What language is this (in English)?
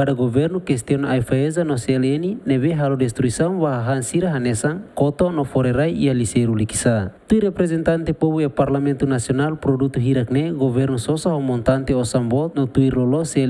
Tetum